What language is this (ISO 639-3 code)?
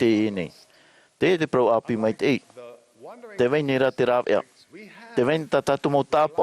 tah